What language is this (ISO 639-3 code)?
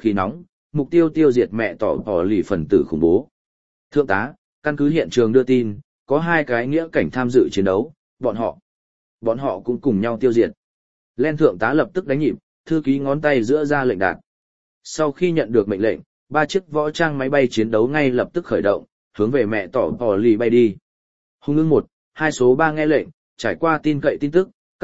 vie